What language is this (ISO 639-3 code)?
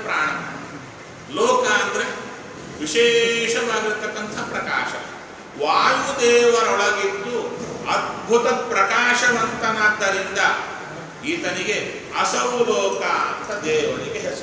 kan